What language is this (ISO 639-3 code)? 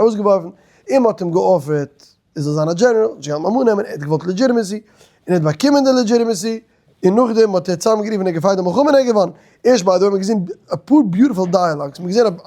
yid